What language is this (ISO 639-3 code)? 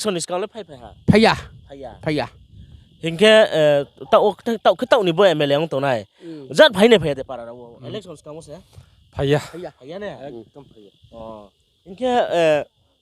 ria